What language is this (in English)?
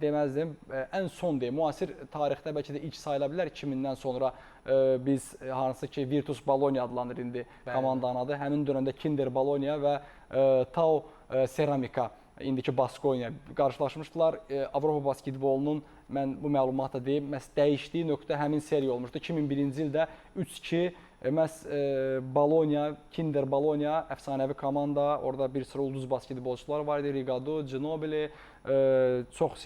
Azerbaijani